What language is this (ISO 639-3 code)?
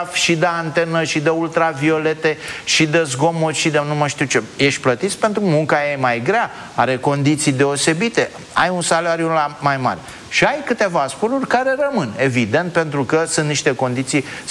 ron